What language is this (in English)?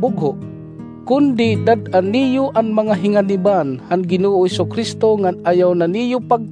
Waray